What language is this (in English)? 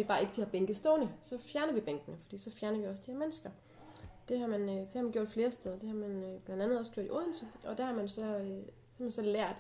Danish